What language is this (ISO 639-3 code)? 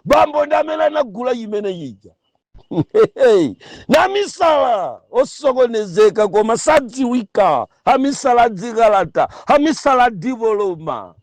nya